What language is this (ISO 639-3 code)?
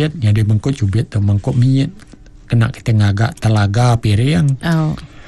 iba